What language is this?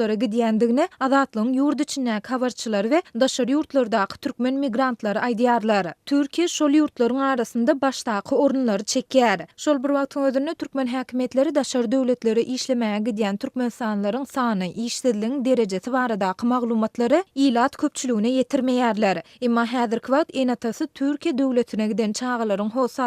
Turkmen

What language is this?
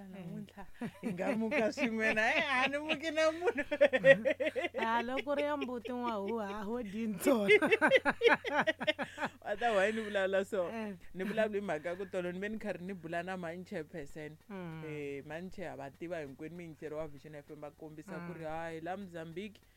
Tsonga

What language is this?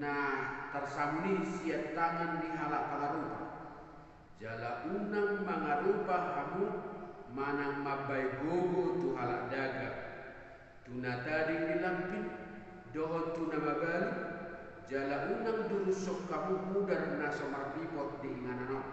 Batak Toba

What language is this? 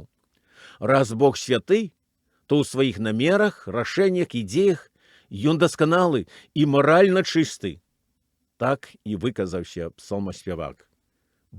Belarusian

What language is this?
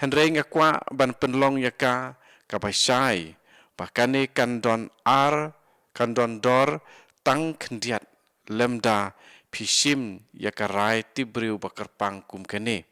Khasi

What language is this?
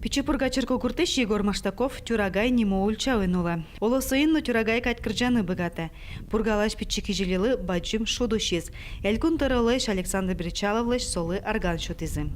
Udmurt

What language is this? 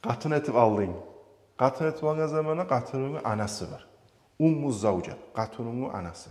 Kumyk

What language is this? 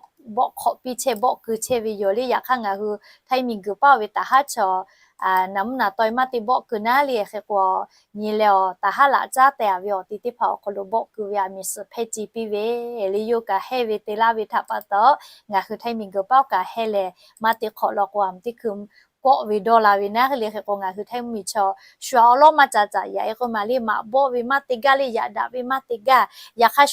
Lahu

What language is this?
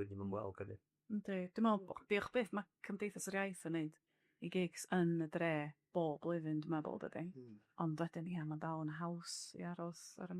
Welsh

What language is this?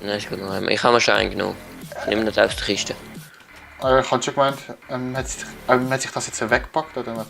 Swiss German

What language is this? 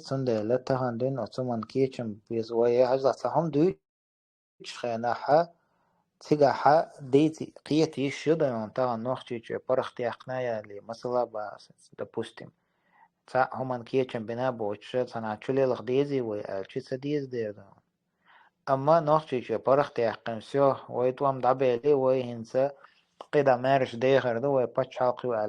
Chechen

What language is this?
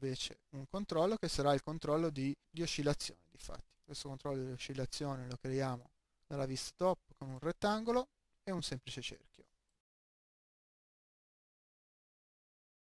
Italian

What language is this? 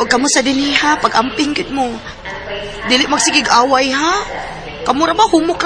Cebuano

